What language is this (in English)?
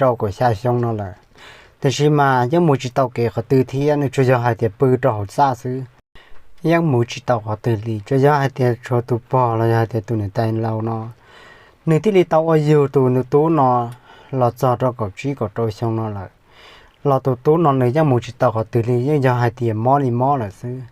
Hmong